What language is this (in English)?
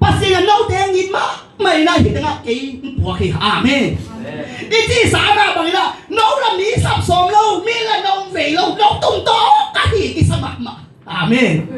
Tedim Chin